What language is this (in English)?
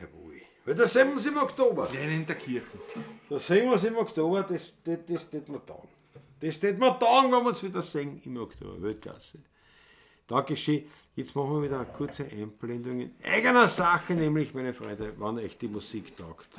Bavarian